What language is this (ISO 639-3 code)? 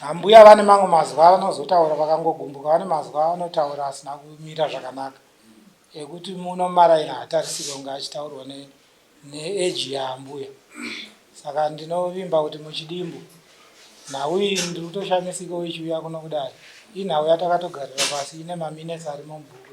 sna